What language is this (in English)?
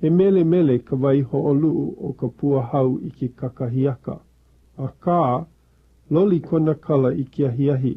Hawaiian